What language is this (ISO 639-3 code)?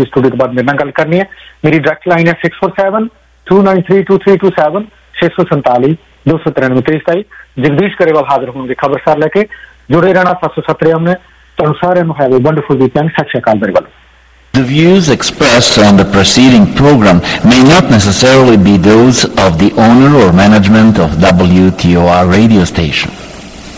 pan